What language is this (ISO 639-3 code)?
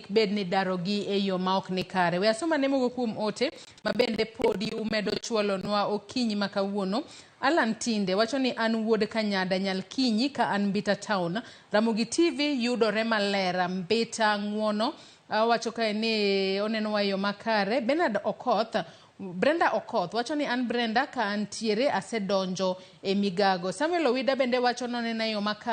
luo